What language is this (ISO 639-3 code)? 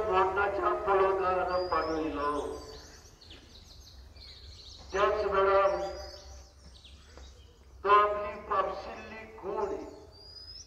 kok